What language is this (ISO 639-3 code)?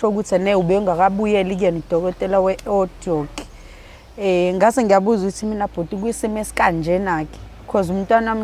zul